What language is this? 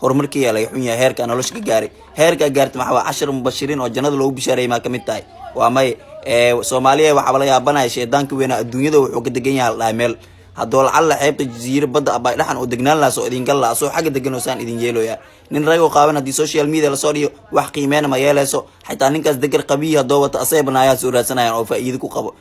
Somali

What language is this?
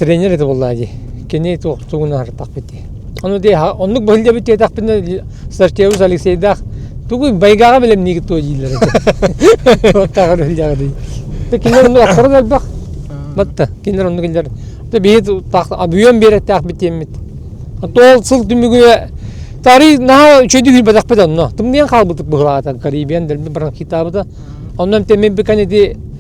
Yakut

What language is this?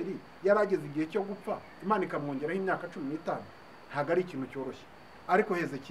Kinyarwanda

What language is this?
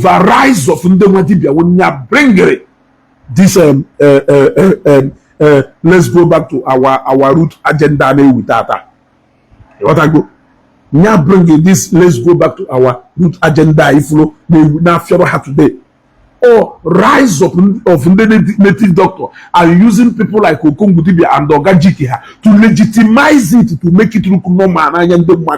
Igbo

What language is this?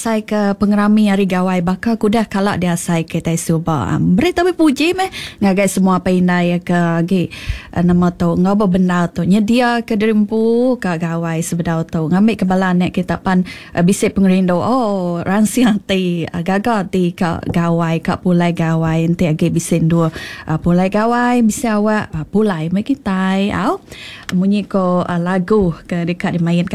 Iban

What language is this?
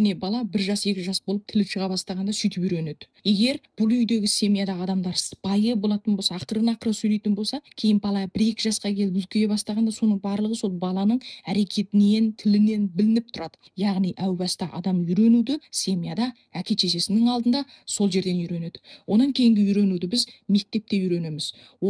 Kazakh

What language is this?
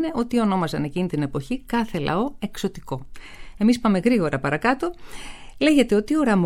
Greek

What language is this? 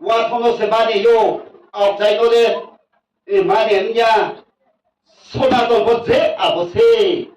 Riang (India)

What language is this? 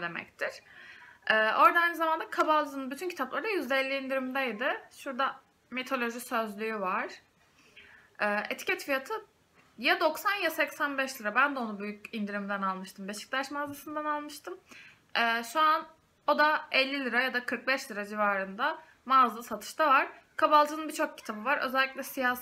Turkish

